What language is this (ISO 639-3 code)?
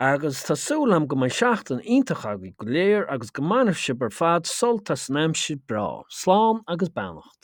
gle